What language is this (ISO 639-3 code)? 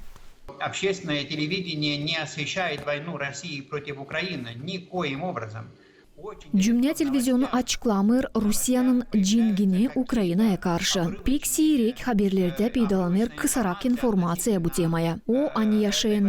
gag